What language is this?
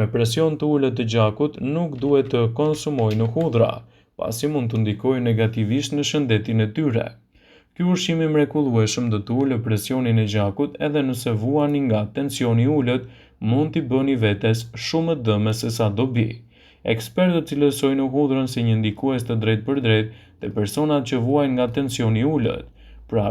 Albanian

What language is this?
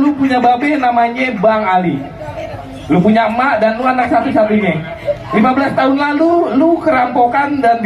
Betawi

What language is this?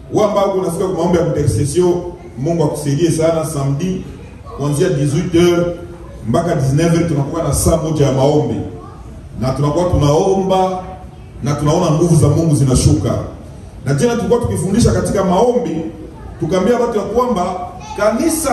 Swahili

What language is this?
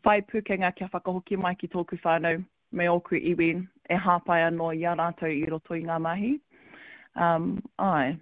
Māori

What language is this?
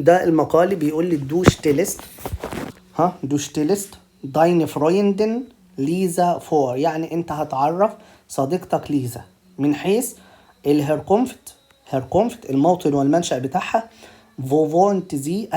Egyptian Arabic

